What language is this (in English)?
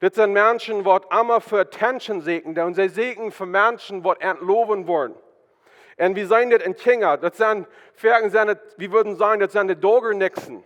Plautdietsch